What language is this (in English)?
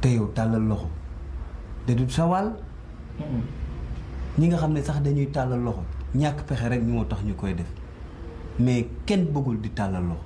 Wolof